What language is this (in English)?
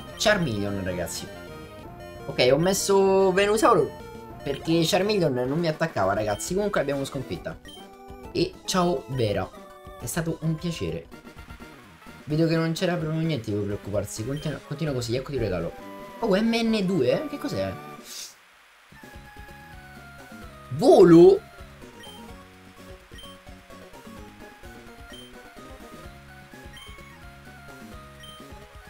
Italian